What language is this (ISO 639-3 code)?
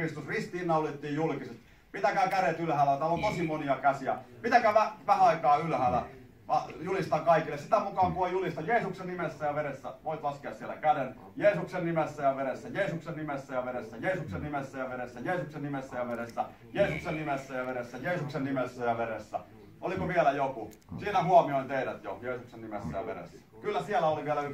fin